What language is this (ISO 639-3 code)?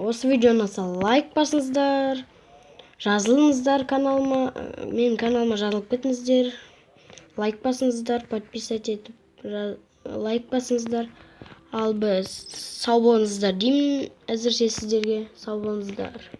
kaz